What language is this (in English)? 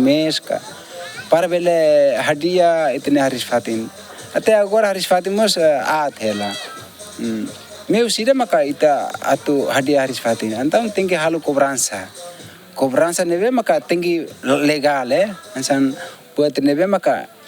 Tetum